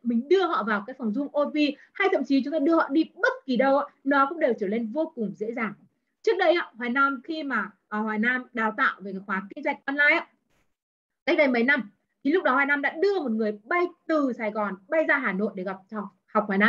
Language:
Vietnamese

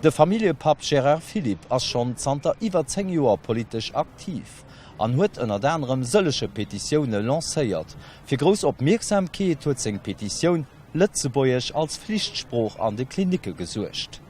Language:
Luxembourgish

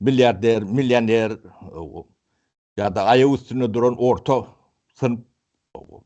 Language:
Turkmen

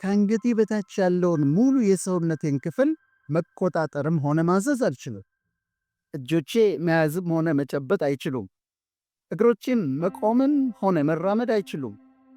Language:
Amharic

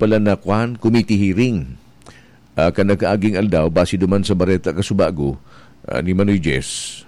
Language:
Bikol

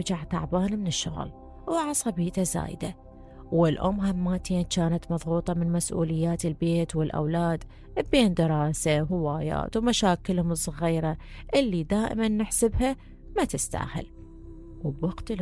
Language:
Mesopotamian Arabic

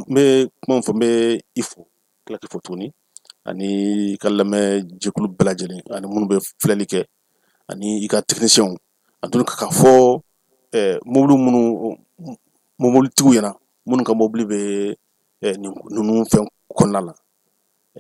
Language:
Bambara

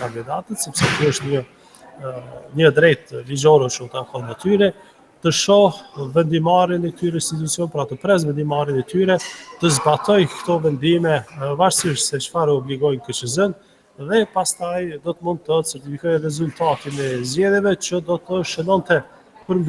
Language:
Albanian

